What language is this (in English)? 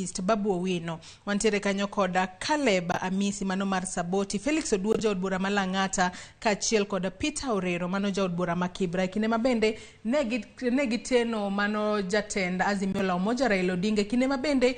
Luo (Kenya and Tanzania)